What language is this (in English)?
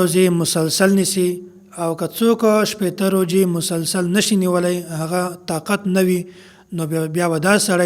Pashto